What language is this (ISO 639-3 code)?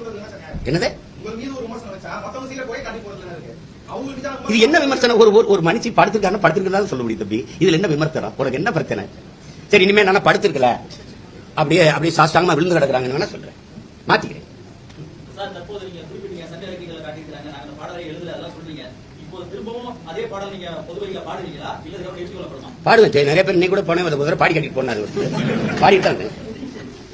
tam